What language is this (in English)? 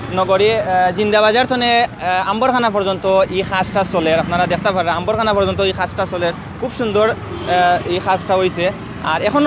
Sylheti